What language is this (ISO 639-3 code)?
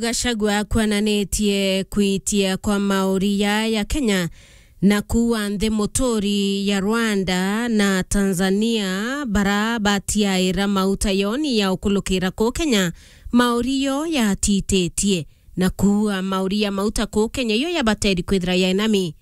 mer